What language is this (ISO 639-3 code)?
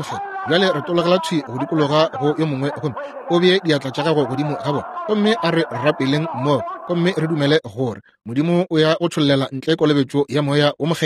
nso